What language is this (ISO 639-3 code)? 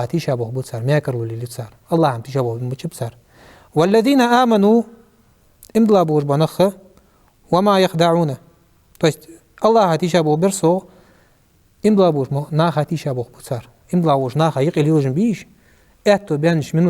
inh